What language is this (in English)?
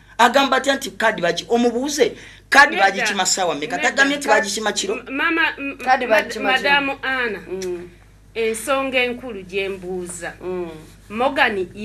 Ganda